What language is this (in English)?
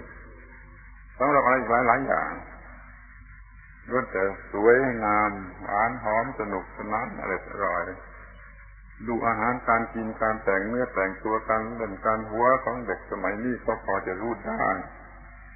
Thai